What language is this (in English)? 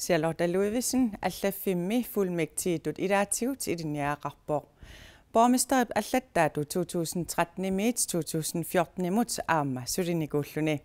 Kalaallisut